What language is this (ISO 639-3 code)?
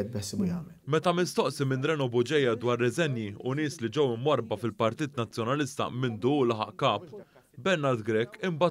mlt